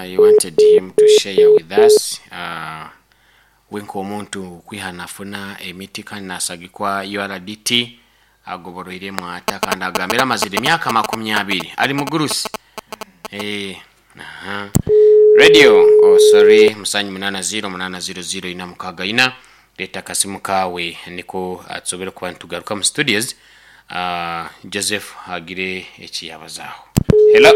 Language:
Nyoro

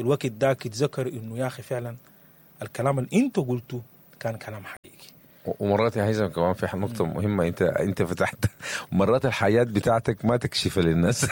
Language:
Sudanese Arabic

